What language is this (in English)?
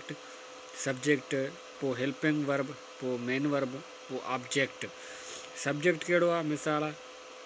Sindhi